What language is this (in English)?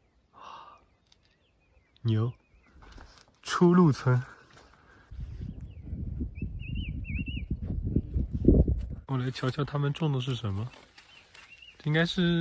Chinese